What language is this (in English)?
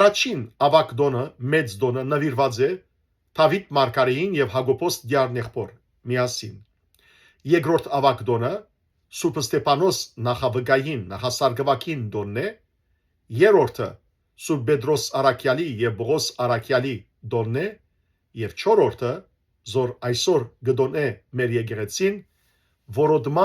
Western Armenian